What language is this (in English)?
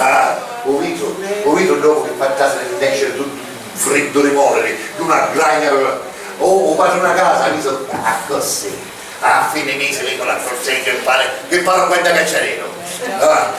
Sicilian